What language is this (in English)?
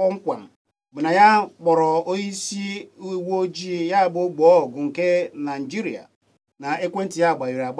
Igbo